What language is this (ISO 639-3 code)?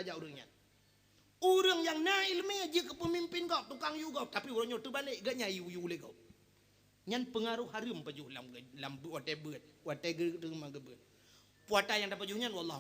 ace